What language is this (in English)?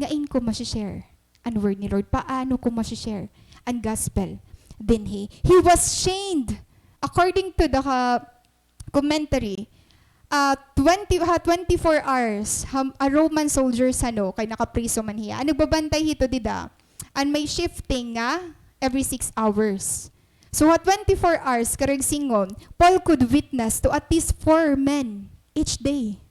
Waray